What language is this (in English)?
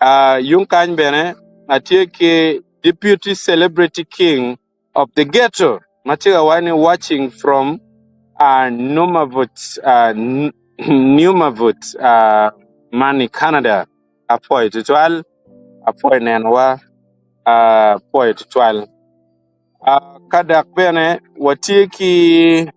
Acoli